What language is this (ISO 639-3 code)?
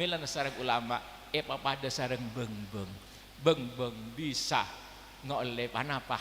mad